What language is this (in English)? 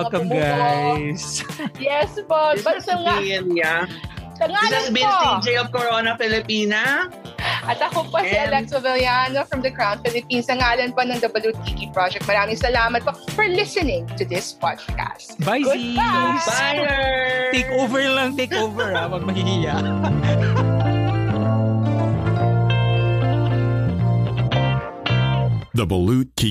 Filipino